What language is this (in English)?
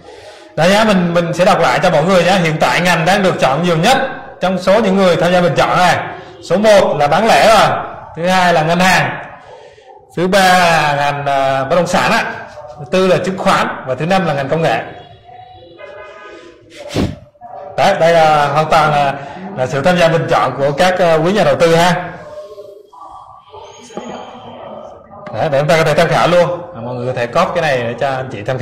Vietnamese